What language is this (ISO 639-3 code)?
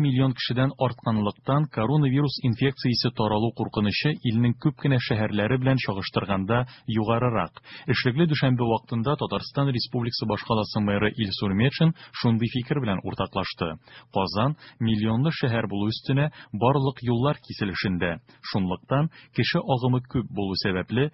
tat